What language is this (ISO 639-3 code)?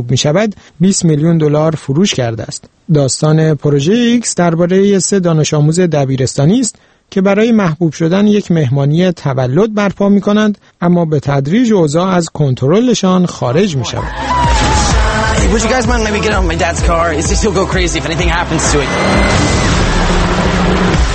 fas